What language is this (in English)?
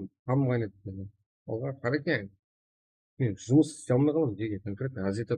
Kara-Kalpak